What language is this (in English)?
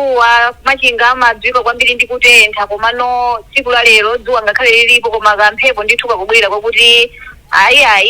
Nyanja